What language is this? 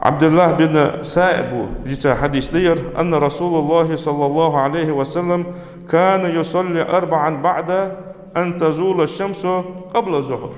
Ingush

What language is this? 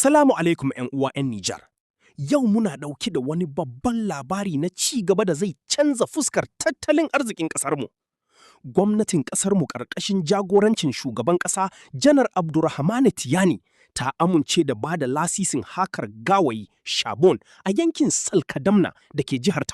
Hausa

